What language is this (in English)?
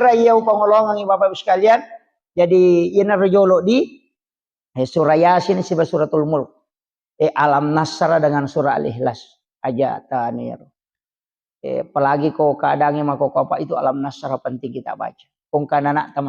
Buginese